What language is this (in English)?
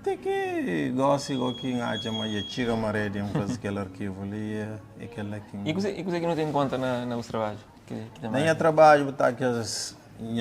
Kabuverdianu